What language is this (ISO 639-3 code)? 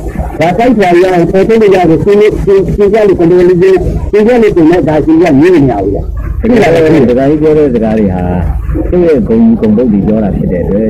mya